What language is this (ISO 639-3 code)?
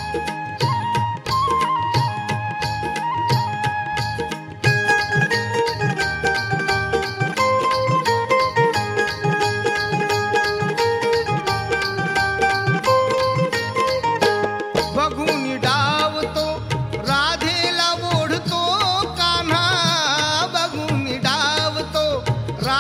mar